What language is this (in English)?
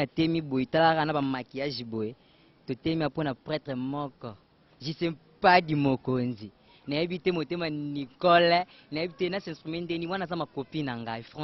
Lingala